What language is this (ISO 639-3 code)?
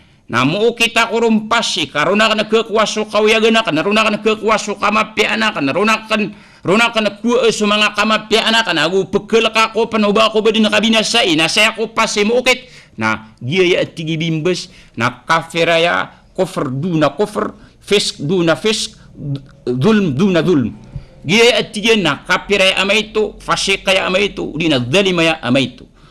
mrw